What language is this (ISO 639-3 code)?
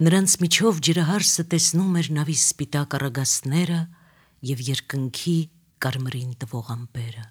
hye